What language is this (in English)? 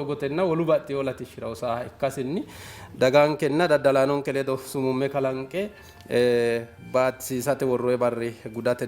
Sidamo